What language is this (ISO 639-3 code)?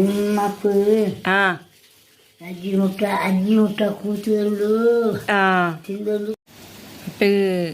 tcy